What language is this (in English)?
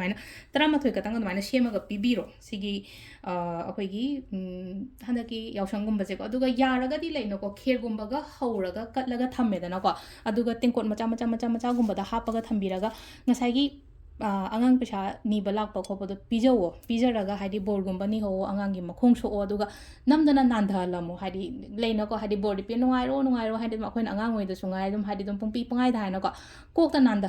Manipuri